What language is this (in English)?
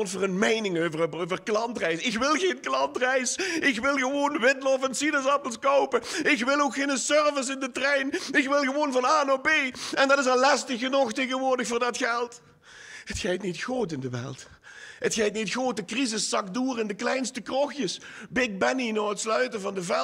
Limburgish